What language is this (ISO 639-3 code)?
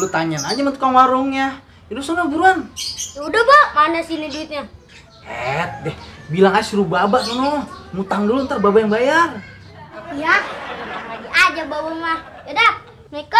bew